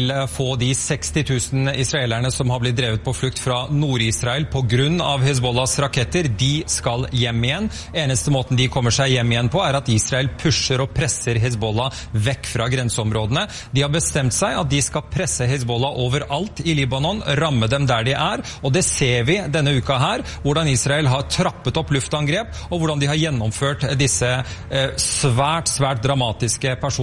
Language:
Norwegian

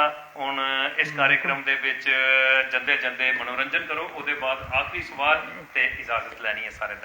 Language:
Dogri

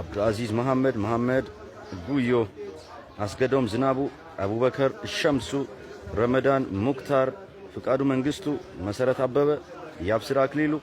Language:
Amharic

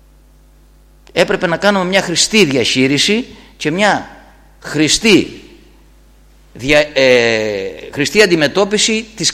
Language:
Greek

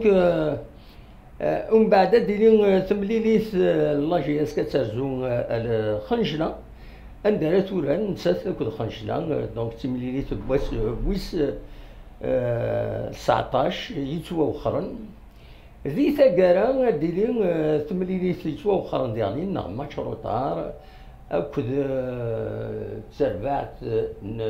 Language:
Kabyle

